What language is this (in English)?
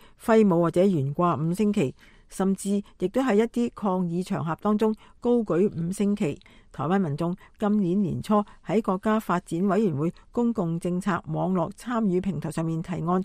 Cantonese